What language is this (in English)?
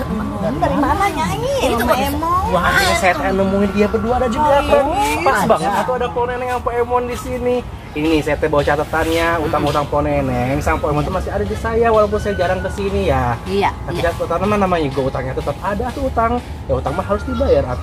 Betawi